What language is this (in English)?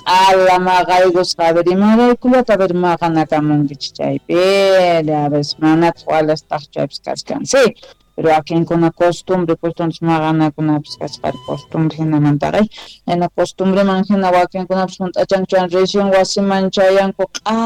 Quechua